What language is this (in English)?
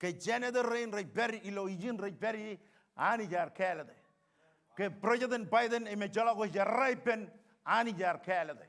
Marshallese